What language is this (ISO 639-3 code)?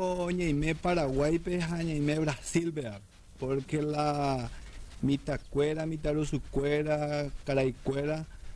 grn